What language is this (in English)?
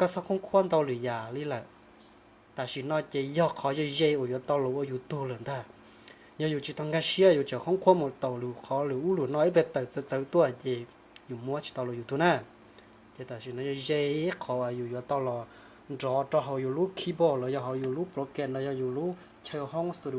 Hmong